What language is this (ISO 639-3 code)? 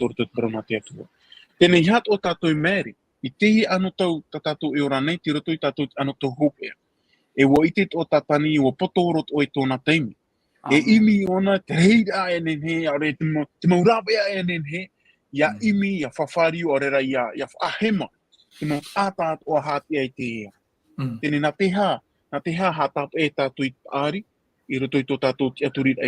tah